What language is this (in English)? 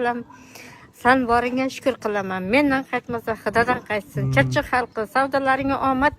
Uzbek